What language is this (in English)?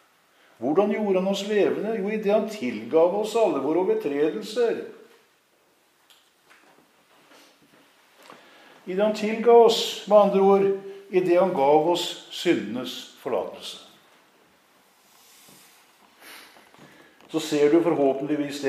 Norwegian